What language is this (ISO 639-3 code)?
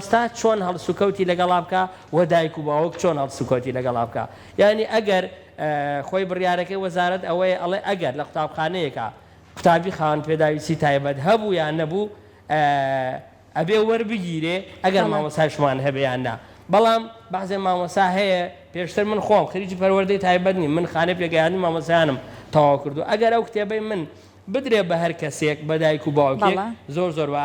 ckb